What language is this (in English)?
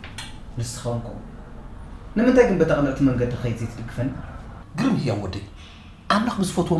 Tigrinya